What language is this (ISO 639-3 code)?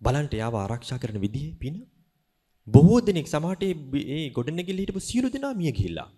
sin